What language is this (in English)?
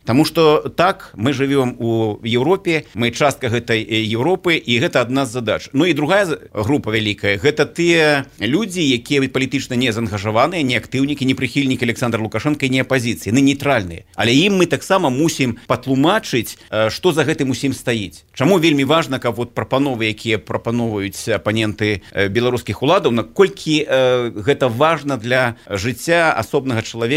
Belarusian